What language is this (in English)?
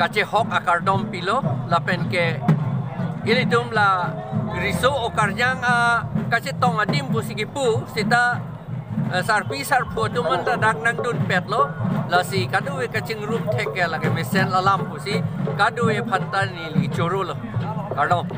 Karbi